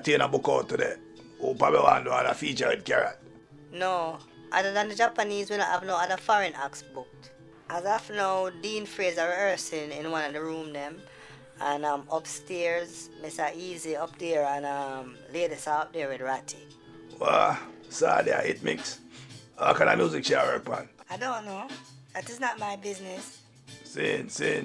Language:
Jamaican Creole English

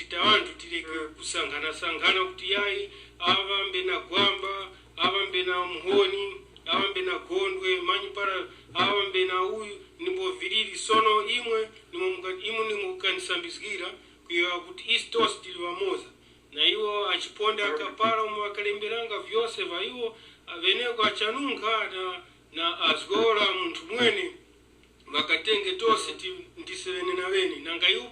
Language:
Tumbuka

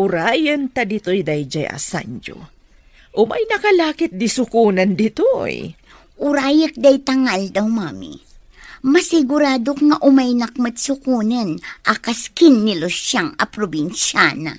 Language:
Iloko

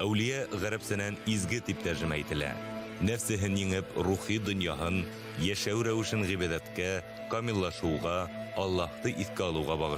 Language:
Bashkir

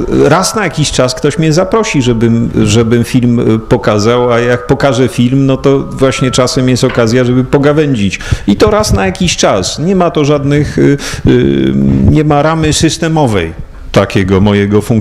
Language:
Polish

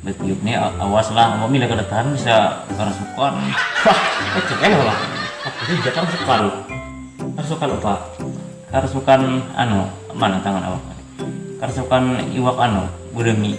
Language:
Banjar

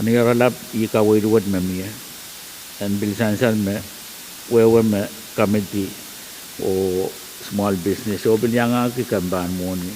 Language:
Pohnpeian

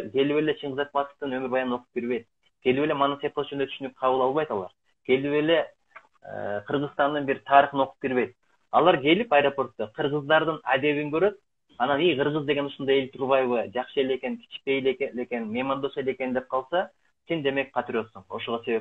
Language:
Kyrgyz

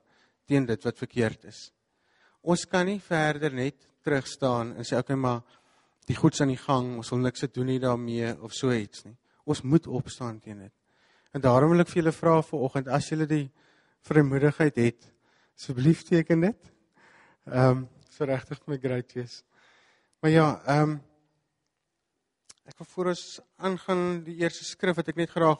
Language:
Afrikaans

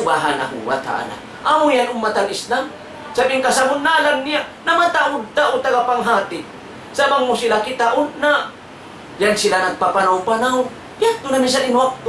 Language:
Tausug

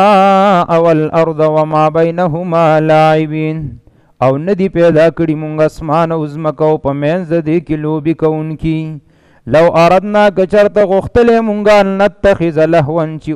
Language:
Pashto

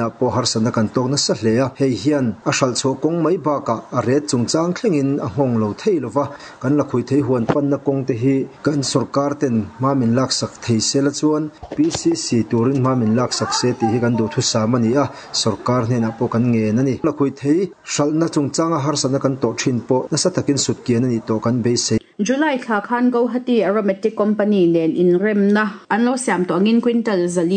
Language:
Mizo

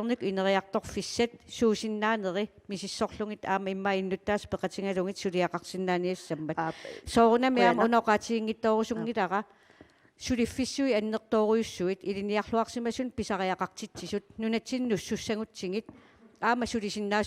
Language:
Kalaallisut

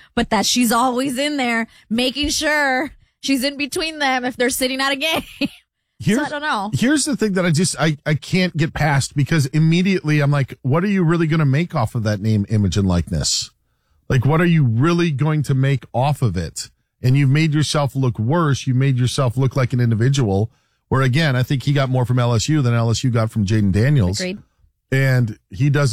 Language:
English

